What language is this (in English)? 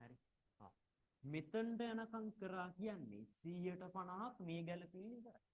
Sinhala